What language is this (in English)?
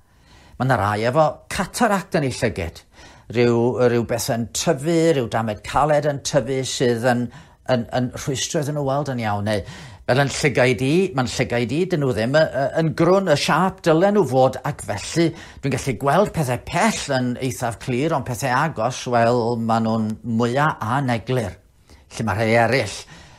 Welsh